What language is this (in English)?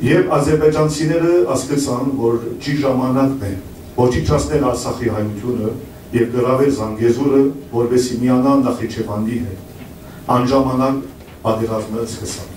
Western Armenian